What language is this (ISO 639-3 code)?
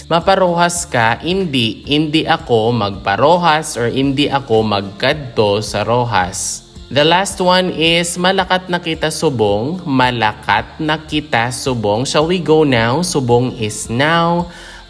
hil